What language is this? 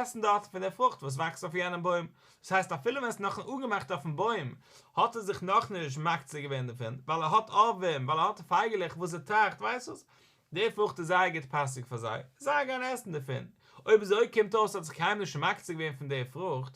Yiddish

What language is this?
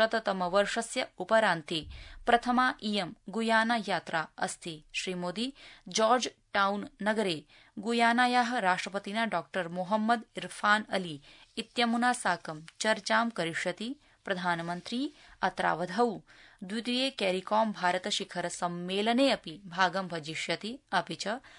Sanskrit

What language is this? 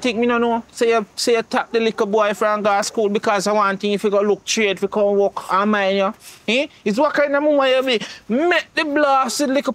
Jamaican Creole English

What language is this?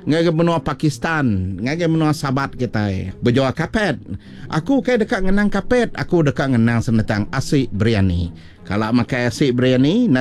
Iban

